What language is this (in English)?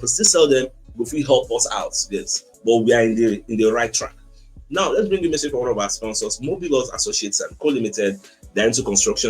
Nigerian Pidgin